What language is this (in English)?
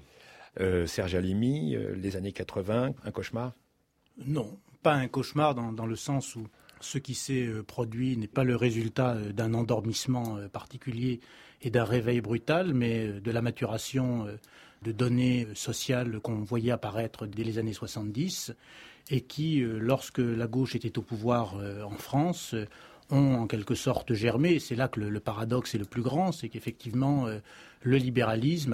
French